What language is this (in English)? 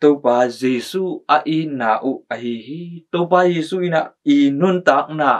Tedim Chin